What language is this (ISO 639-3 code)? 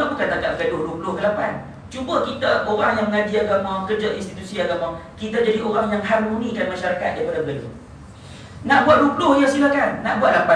msa